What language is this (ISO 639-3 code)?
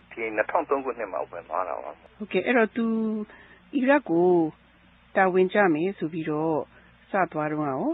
mya